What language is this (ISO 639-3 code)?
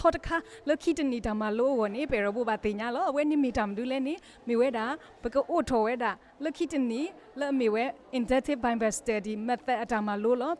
ksw